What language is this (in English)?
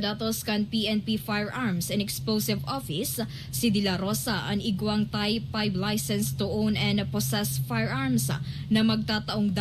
Bikol